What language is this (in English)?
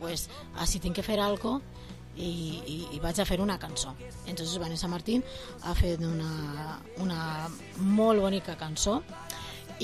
Catalan